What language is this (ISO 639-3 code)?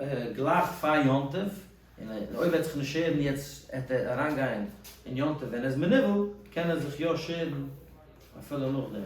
yid